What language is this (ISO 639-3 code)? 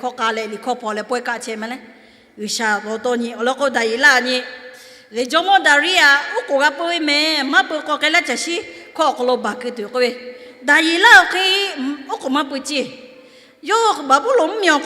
lhu